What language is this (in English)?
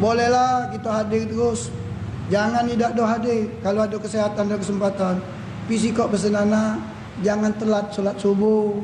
Musi